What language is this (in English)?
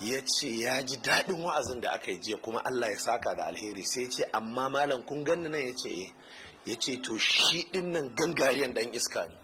Hausa